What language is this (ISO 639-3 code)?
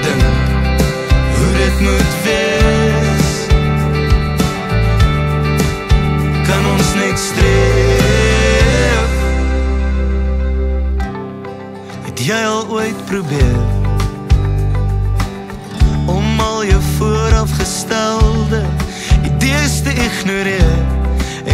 afr